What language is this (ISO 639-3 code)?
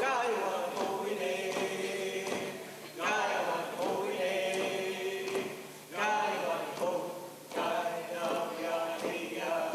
moh